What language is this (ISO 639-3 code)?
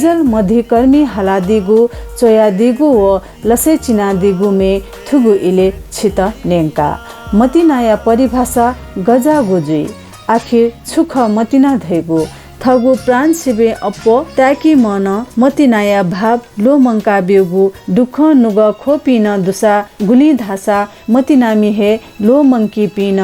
new